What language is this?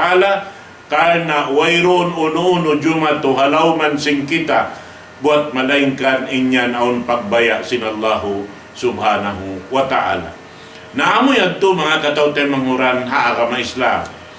Tausug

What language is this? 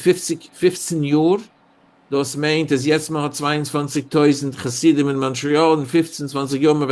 Yiddish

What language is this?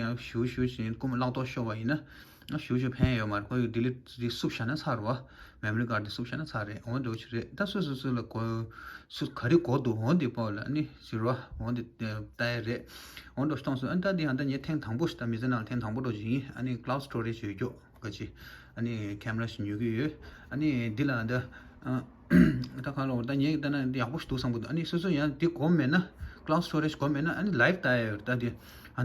Tibetan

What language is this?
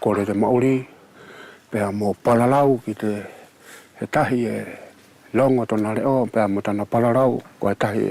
Wallisian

